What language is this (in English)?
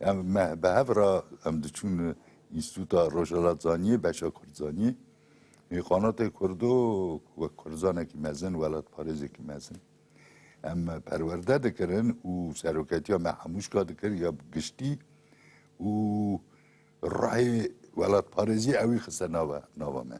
Kurdish